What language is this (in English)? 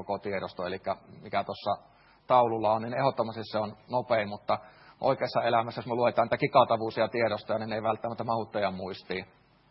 Finnish